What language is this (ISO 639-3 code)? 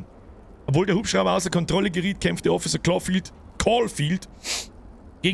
bar